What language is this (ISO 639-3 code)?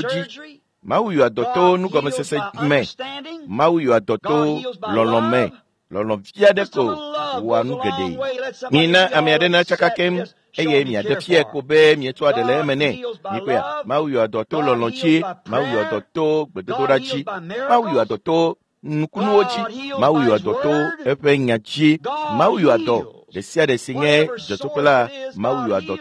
ewe